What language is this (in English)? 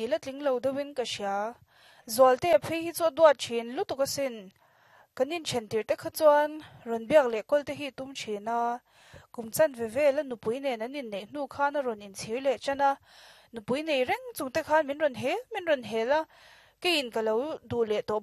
Mizo